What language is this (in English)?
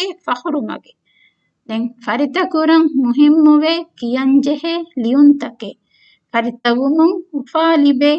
Divehi